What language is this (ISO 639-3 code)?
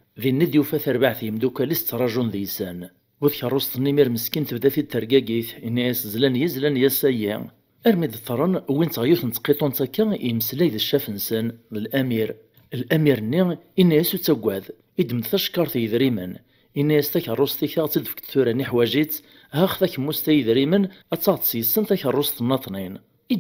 kab